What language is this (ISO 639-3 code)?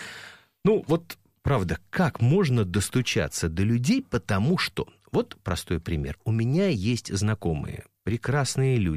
rus